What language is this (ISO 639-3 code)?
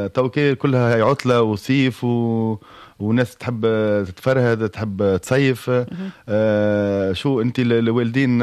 aeb